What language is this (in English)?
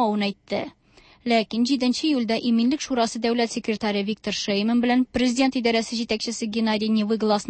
Tatar